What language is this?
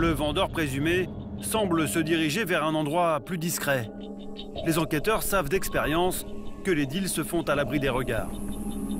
French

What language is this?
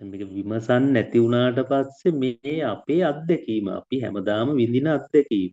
Sinhala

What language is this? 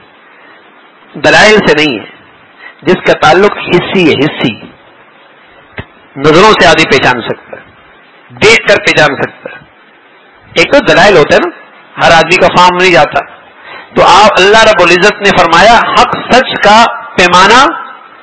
Urdu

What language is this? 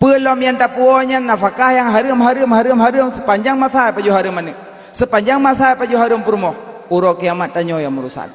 Achinese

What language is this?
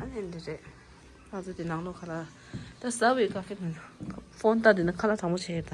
Tibetan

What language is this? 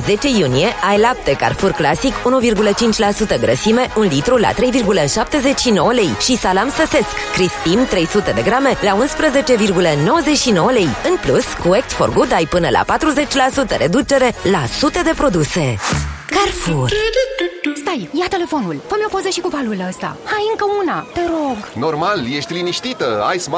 Romanian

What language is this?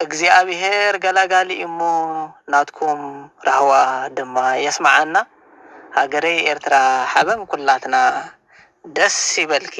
Tigrinya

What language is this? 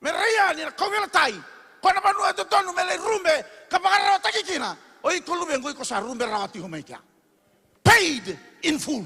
Fijian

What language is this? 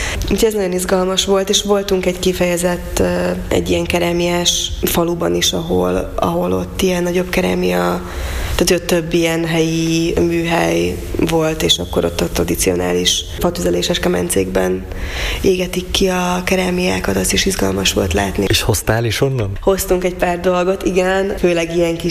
Hungarian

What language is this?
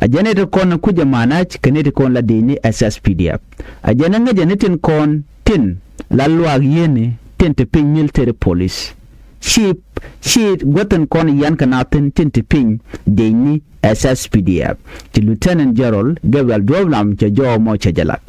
Nuer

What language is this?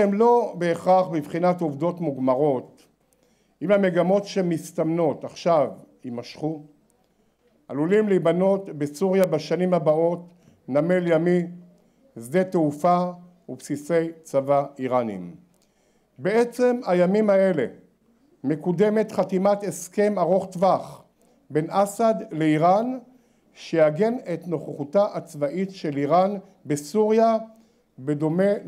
Hebrew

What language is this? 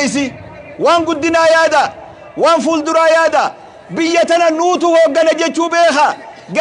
Oromo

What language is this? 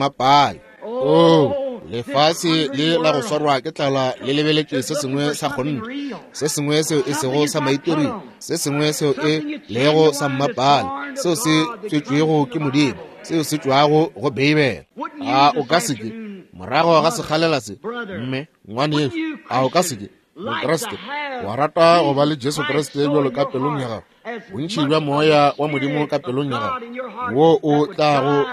Northern Sotho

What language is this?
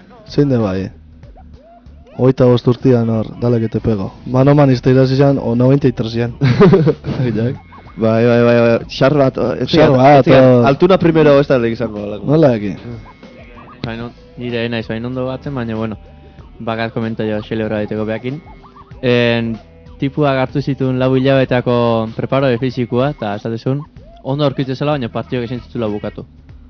Basque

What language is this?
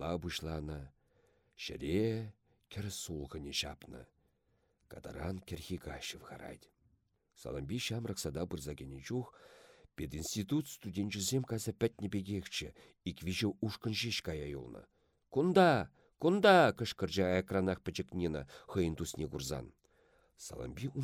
Chuvash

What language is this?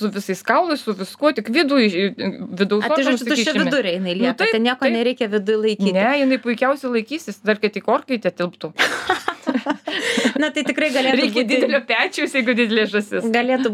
Lithuanian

